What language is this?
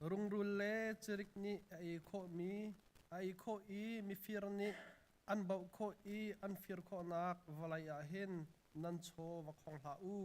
Hakha Chin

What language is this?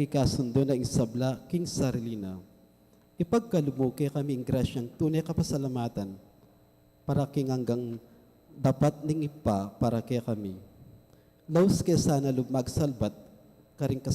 Pampanga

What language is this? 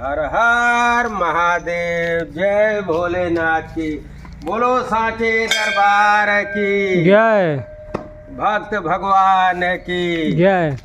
Awadhi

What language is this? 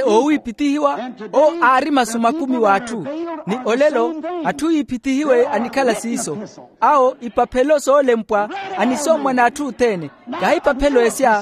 Makhuwa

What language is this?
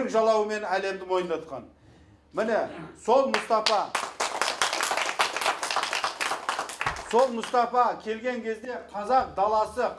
Kazakh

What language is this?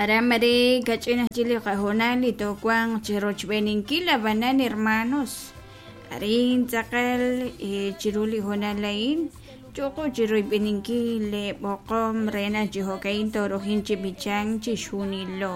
Kekchí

